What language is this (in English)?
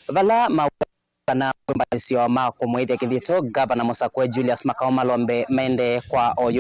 Kamba